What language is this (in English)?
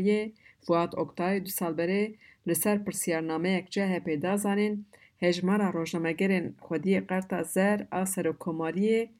Kurdish